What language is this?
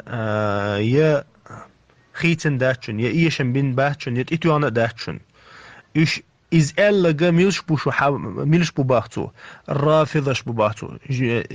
Chechen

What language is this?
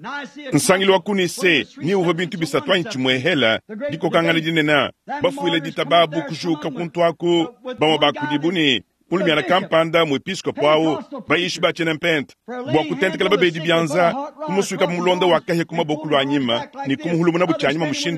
Luba-Lulua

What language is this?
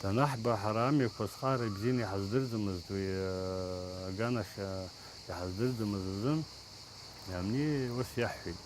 Abkhazian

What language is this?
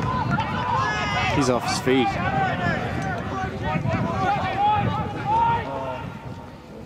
English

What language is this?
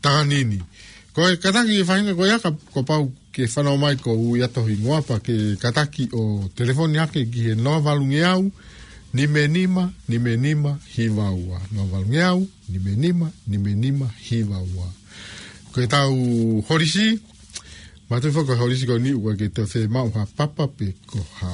Tongan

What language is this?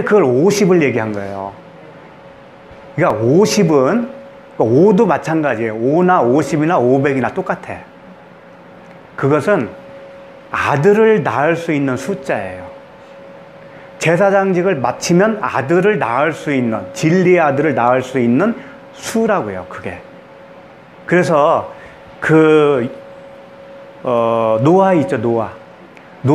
Korean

